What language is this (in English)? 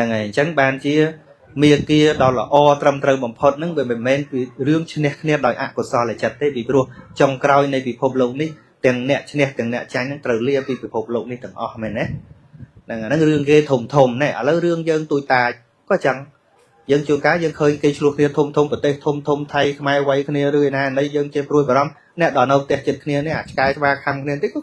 Khmer